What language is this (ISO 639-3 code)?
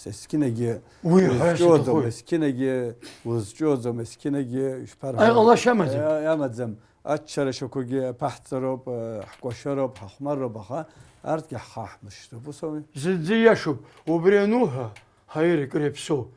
abk